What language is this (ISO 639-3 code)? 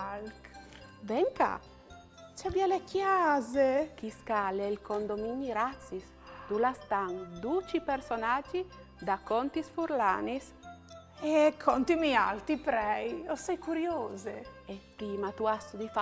fur